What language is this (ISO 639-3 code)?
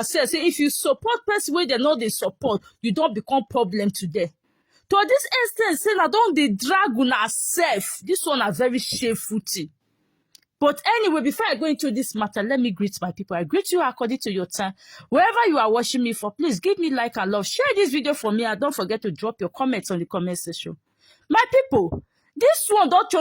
pcm